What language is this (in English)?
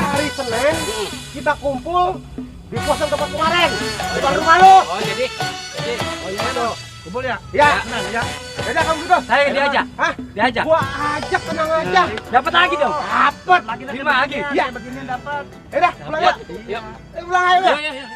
Betawi